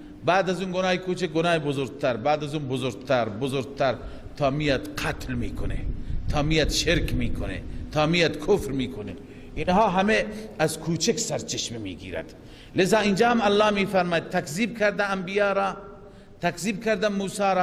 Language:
Persian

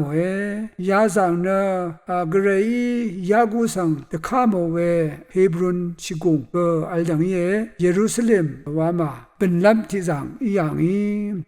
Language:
Rawang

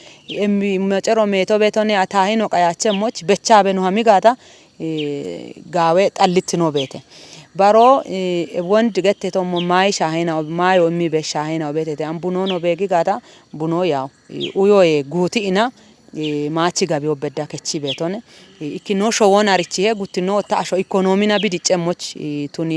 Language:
Kafa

